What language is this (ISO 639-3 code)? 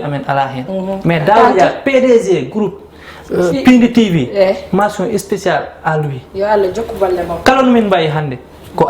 ful